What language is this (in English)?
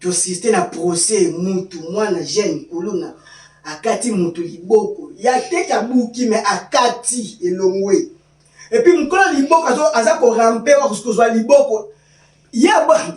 Lingala